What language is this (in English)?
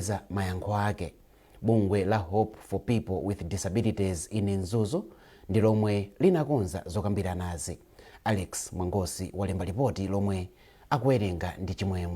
Nyanja